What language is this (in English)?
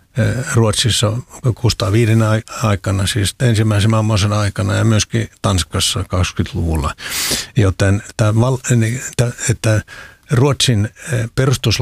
Finnish